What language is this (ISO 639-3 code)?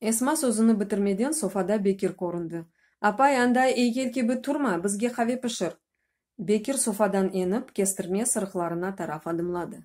crh